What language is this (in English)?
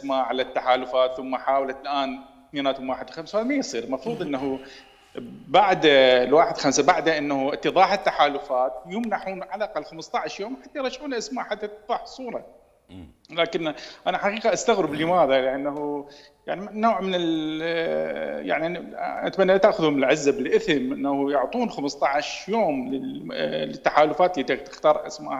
Mesopotamian Arabic